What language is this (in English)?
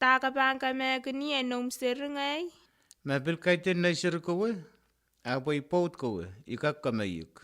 Pohnpeian